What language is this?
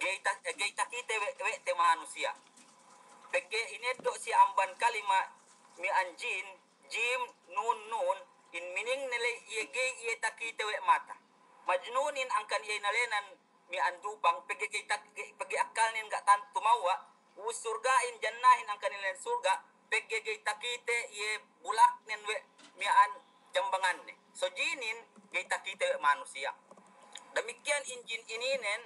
Yakan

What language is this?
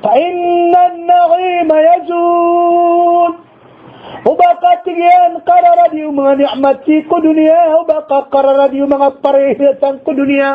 Maranao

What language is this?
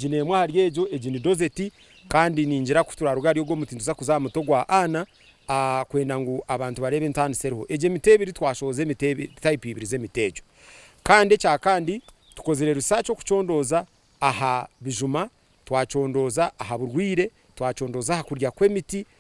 Nyankole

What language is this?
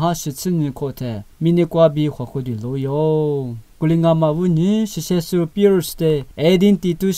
Lisu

